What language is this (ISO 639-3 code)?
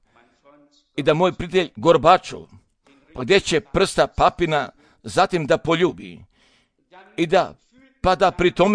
hrv